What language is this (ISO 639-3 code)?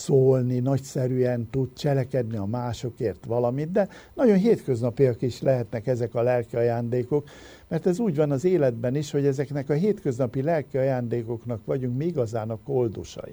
hun